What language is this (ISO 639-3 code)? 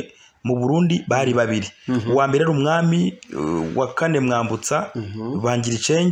run